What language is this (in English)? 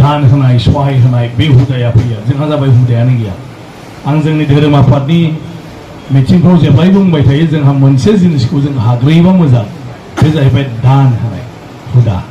Bodo